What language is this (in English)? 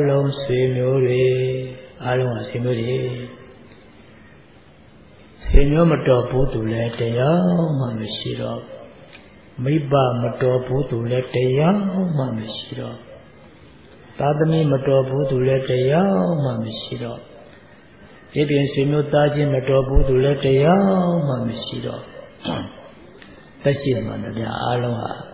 Burmese